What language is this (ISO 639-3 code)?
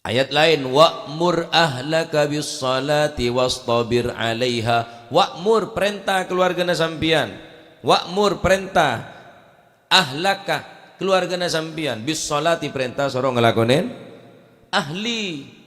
mad